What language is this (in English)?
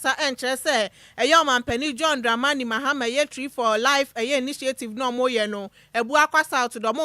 Akan